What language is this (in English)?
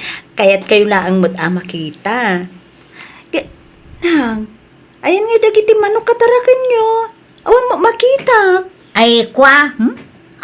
Iloko